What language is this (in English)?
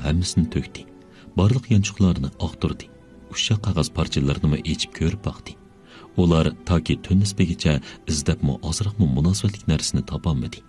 Uyghur